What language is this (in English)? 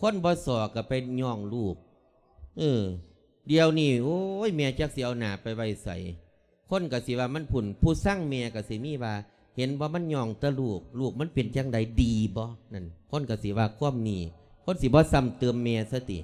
Lao